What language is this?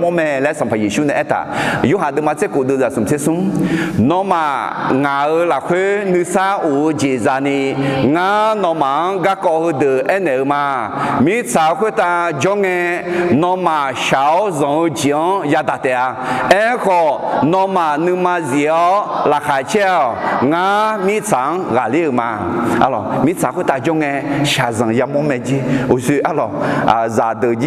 Akha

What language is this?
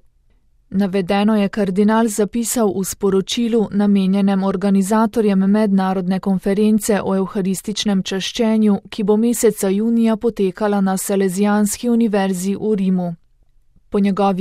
Slovenian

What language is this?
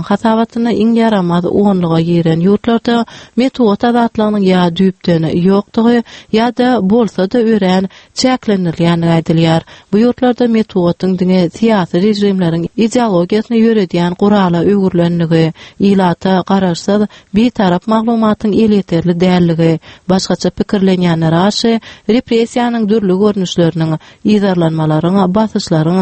Turkmen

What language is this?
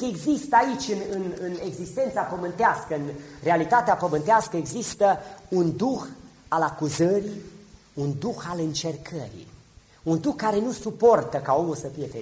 Romanian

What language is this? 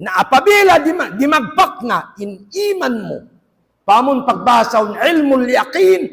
Tausug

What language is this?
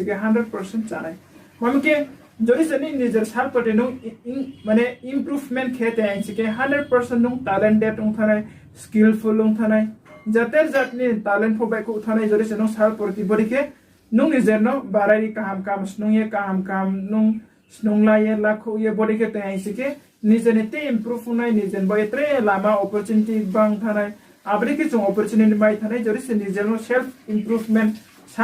Riang (India)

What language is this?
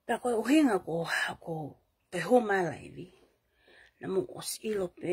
Tongan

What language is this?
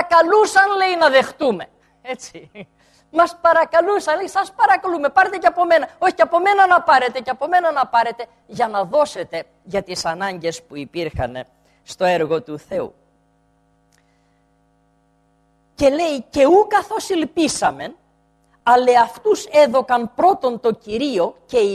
Greek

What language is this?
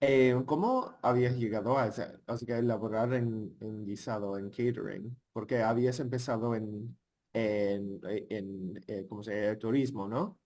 Ladino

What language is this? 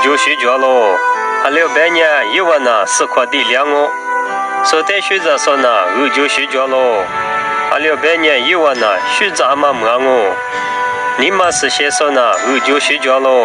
Lisu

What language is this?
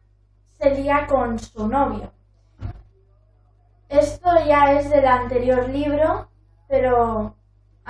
Spanish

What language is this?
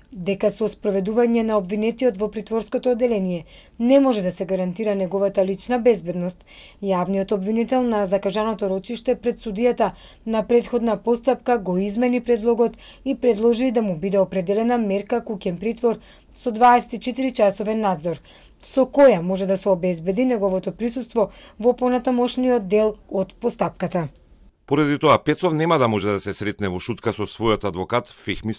Macedonian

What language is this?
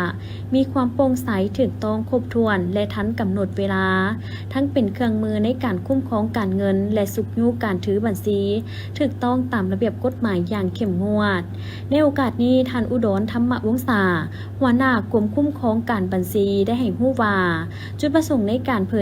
Lao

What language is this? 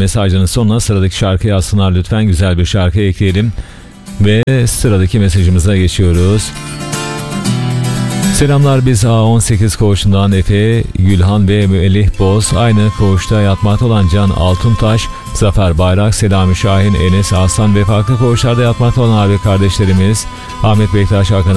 Turkish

